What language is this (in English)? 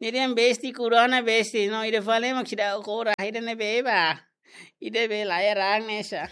Tetum